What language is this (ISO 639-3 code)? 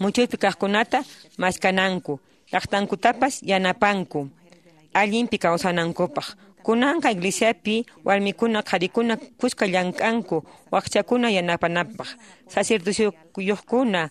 que